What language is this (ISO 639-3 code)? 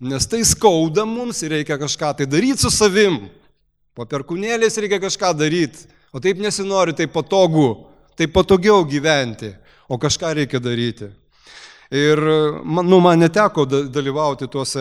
lit